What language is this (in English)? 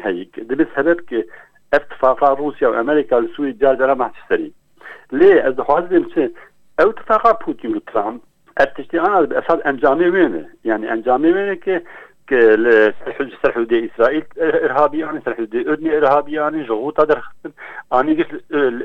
Kurdish